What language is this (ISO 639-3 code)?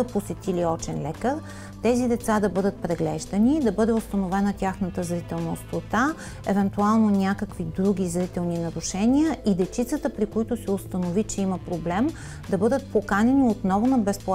bul